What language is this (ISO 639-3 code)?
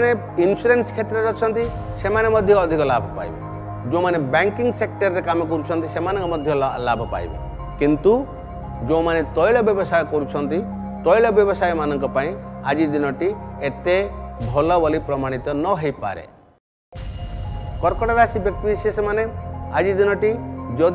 ori